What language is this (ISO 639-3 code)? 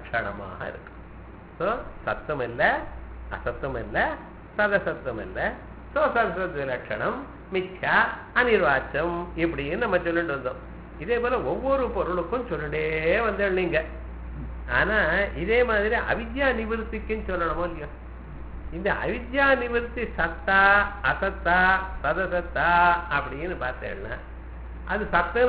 tam